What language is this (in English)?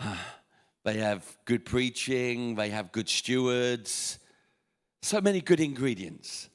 English